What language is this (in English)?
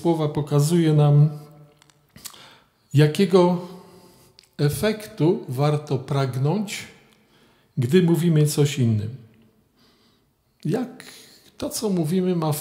Polish